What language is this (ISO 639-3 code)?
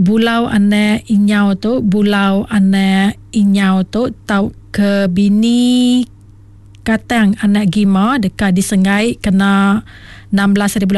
iba